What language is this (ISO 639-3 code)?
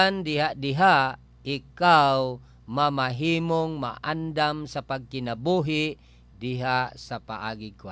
ceb